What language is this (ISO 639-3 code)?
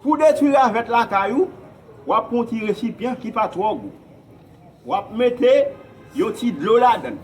hat